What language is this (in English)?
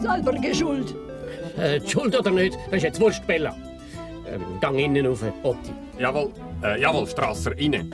Swiss German